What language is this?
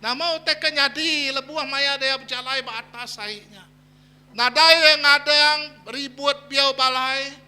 Iban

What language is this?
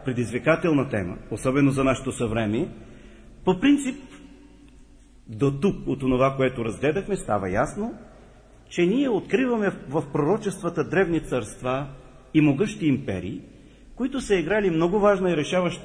Bulgarian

